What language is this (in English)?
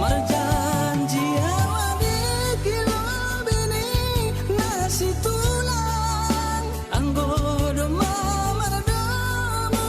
Batak Simalungun